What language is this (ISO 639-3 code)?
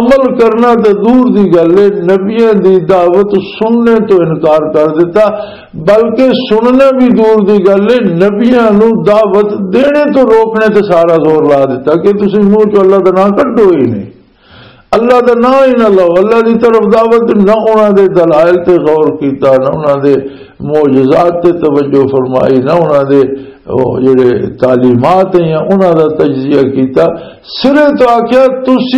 lah